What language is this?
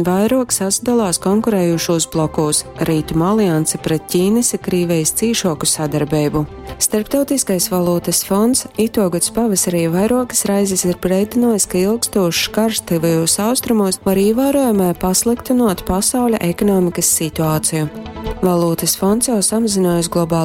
Latgalian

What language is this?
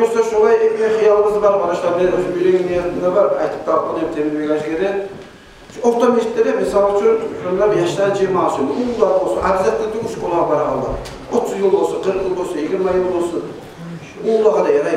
Kumyk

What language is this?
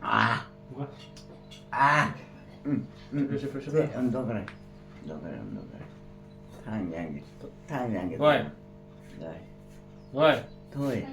Manipuri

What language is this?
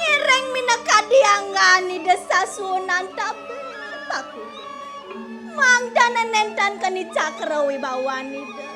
Balinese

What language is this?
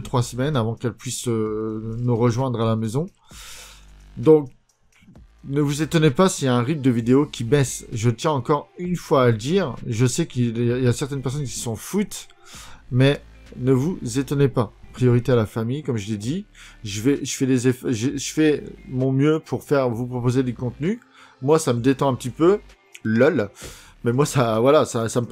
French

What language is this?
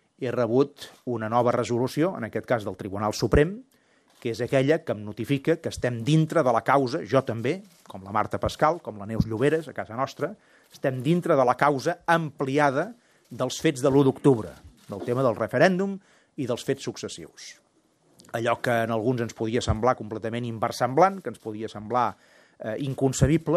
Catalan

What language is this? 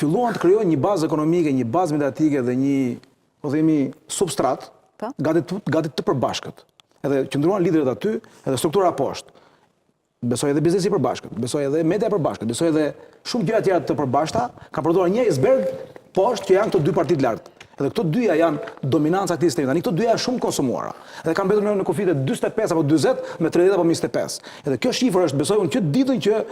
Albanian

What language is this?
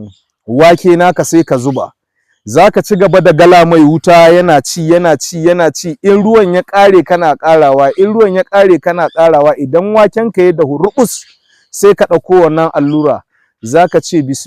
Hausa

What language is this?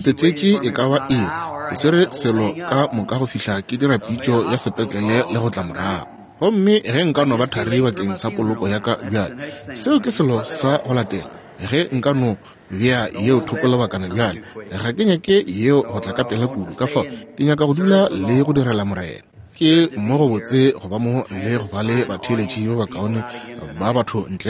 Northern Sotho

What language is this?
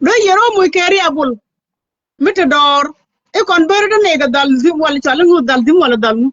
Nuer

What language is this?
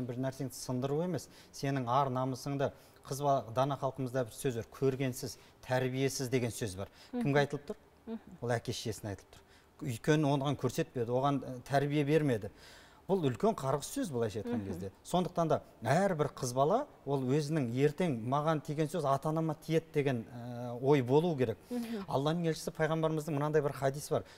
Kazakh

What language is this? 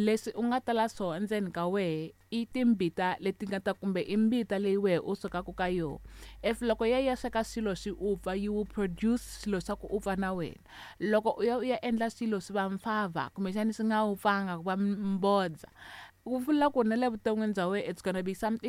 Tsonga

